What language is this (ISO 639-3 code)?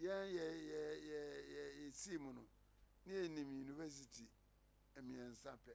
aka